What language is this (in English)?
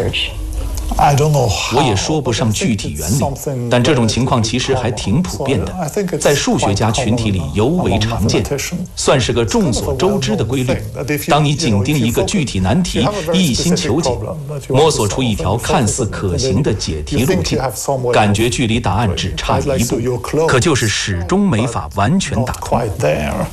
Chinese